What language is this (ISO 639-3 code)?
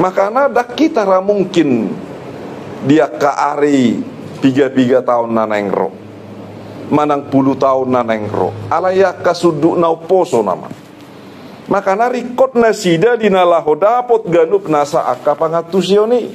bbc